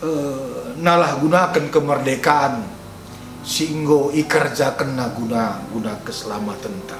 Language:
Batak Karo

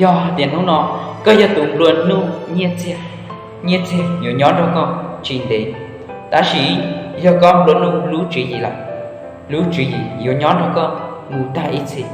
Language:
Hmong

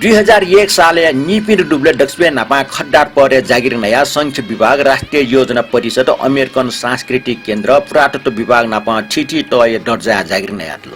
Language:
Newari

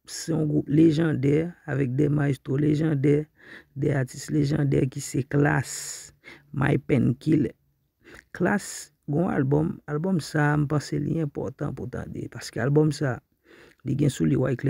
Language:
Haitian Creole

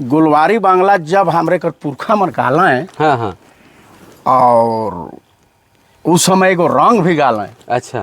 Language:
Sadri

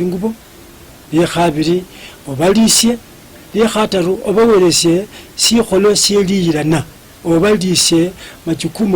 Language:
Luyia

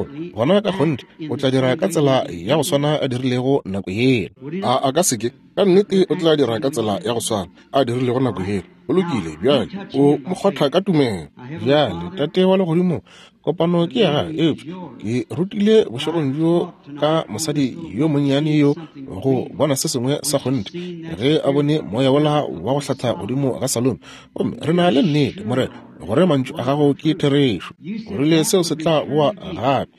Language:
Northern Sotho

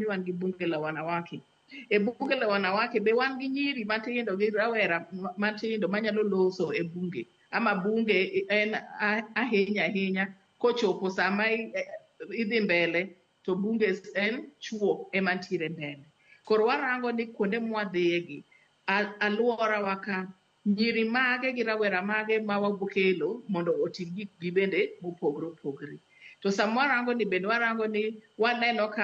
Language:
Luo (Kenya and Tanzania)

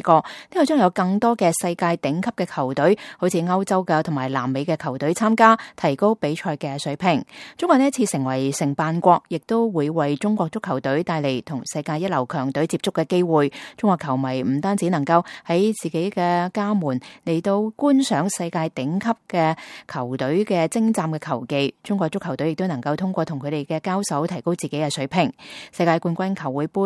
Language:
Cantonese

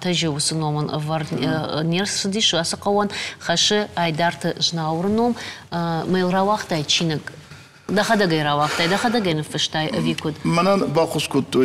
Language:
Ossetic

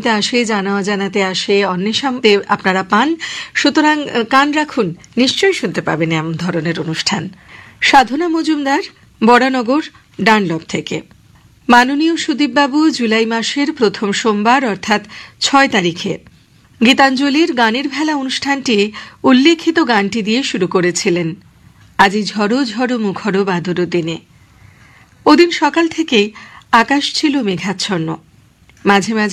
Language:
Bangla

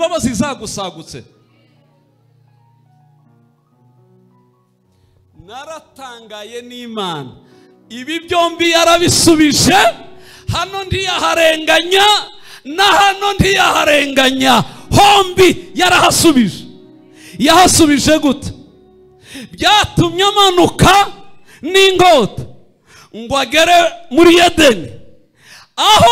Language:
Kinyarwanda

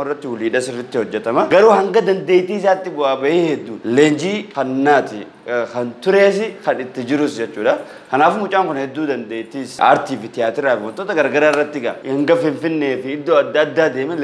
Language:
Oromo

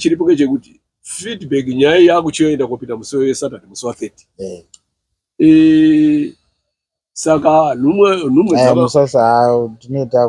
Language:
Shona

